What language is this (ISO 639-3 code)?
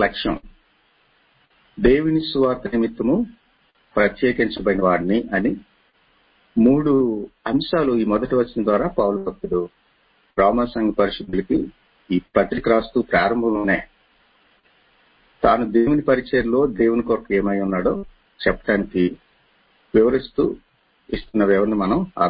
tel